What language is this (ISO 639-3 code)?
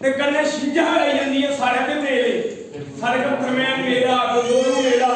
doi